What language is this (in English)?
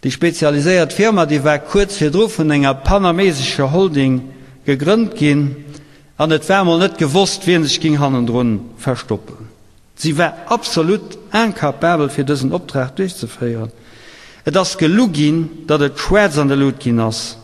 Luxembourgish